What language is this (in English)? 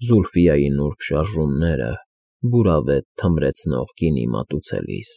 Armenian